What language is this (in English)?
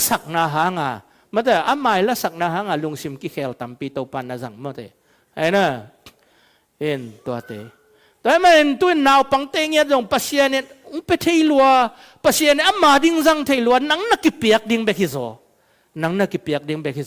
Tedim Chin